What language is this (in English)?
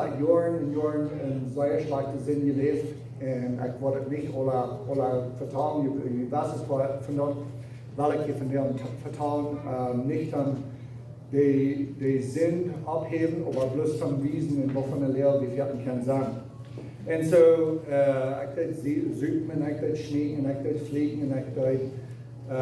Plautdietsch